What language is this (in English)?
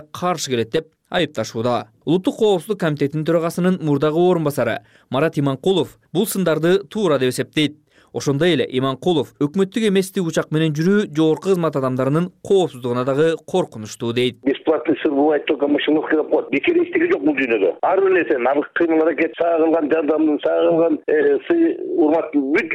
Kyrgyz